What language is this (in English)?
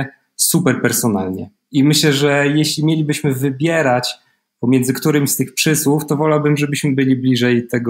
Polish